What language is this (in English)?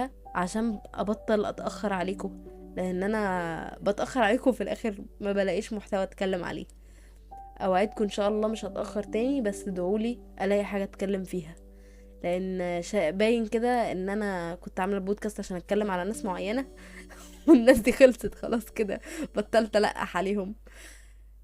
Egyptian Arabic